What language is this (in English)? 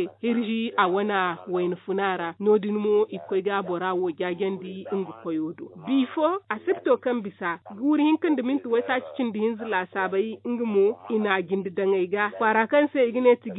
Zarma